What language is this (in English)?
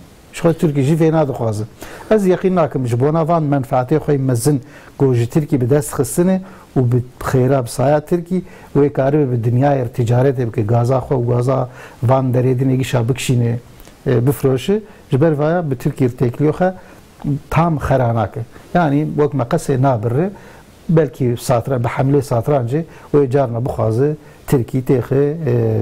Kurdish